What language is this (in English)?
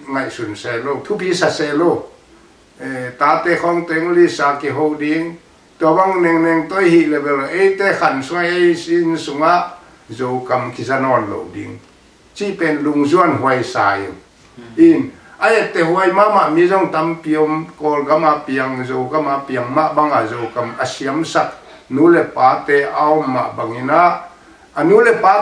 Tedim Chin